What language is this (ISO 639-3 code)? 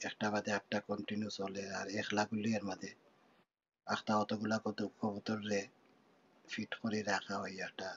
syl